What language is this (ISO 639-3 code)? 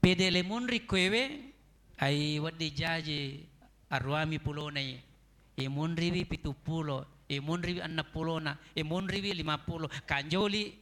bug